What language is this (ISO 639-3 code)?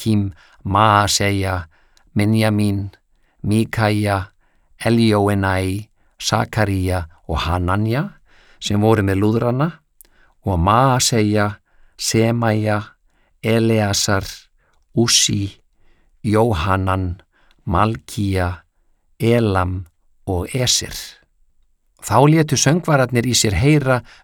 isl